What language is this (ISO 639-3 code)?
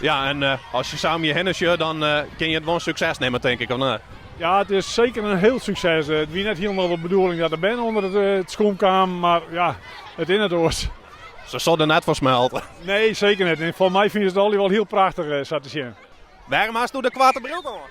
fry